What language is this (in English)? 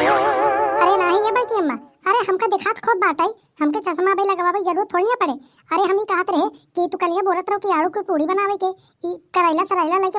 Awadhi